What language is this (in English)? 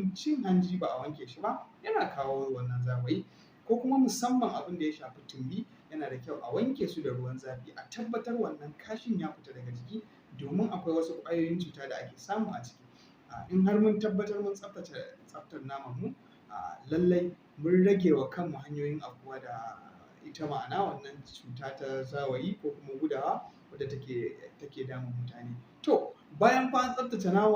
Hausa